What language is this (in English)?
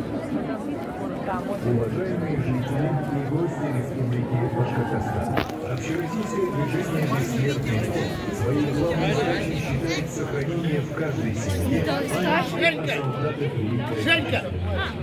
Russian